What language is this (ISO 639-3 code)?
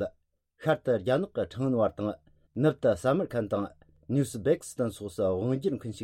bod